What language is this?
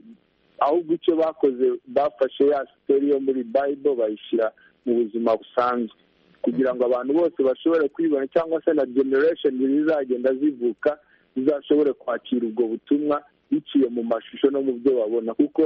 Kinyarwanda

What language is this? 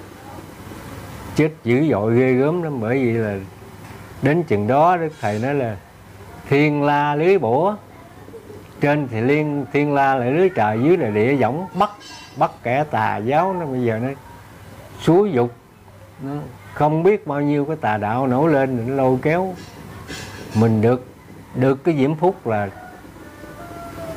Vietnamese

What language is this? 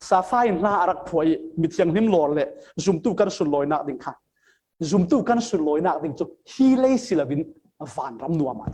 Falam Chin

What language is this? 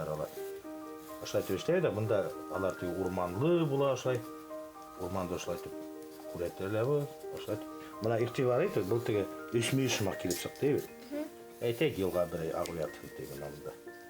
Bashkir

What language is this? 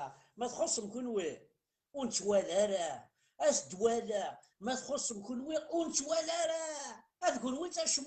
Kabyle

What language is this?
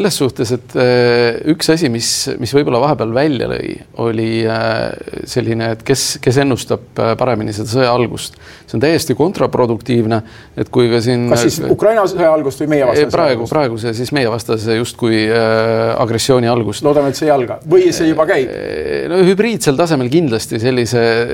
Estonian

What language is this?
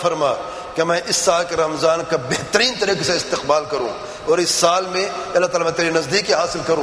Urdu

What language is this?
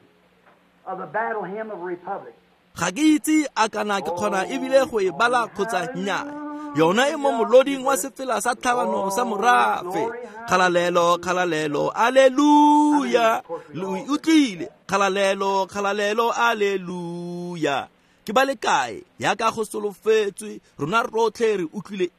Tswana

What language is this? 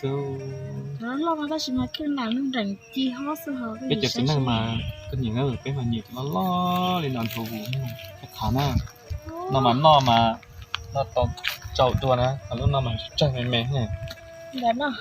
Hmong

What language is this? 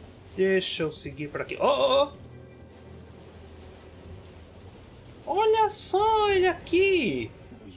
Portuguese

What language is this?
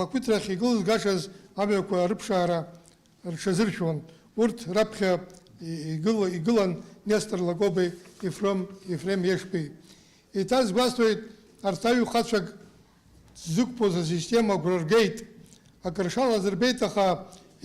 Abkhazian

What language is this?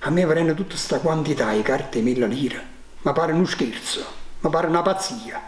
Neapolitan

